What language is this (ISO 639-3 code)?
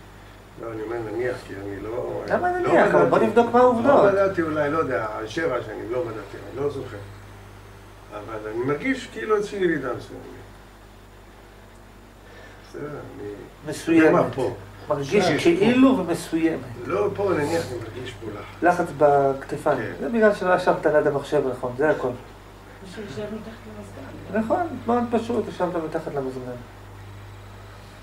heb